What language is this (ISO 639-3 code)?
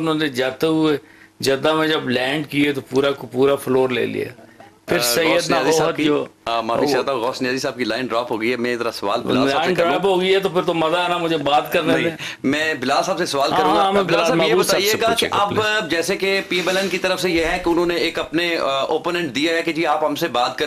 urd